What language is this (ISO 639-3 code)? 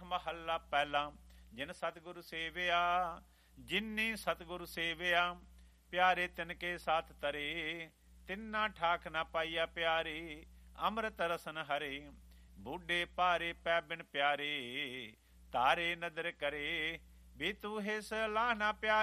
pan